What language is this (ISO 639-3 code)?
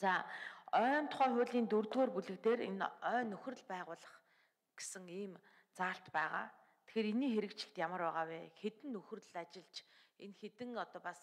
mon